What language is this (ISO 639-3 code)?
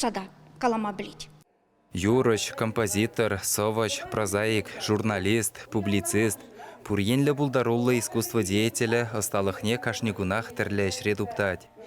chv